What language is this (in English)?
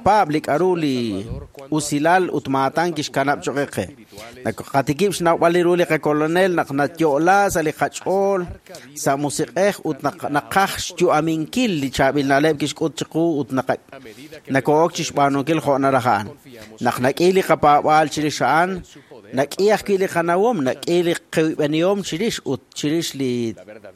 Kekchí